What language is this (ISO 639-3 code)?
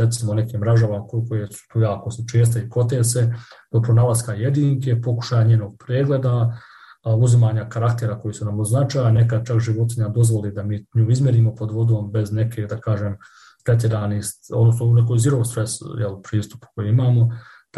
hrv